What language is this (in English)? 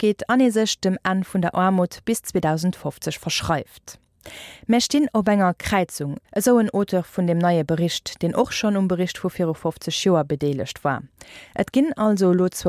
Luxembourgish